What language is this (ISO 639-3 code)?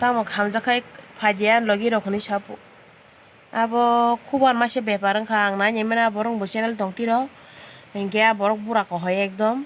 trp